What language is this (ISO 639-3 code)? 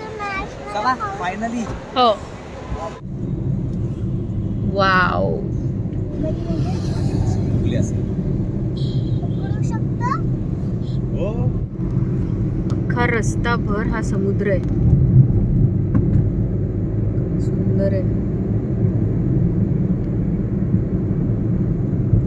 mar